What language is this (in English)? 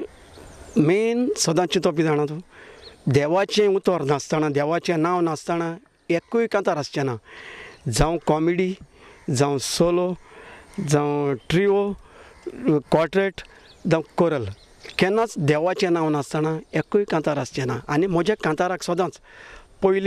Konkani